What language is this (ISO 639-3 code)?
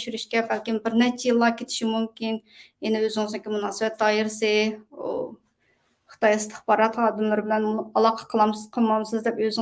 uig